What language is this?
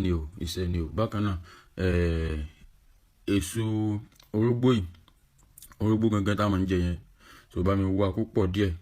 Yoruba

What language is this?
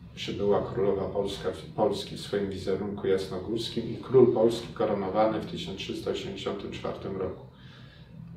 Polish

